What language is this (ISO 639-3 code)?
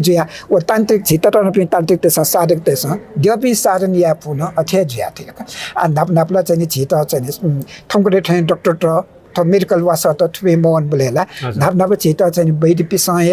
new